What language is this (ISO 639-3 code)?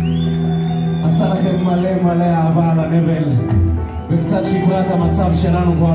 heb